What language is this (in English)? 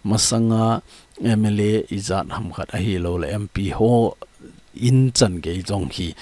Thado Chin